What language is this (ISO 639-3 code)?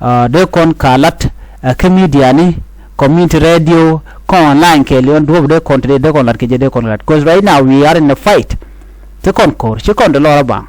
nus